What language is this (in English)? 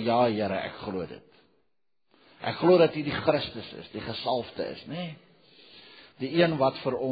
Afrikaans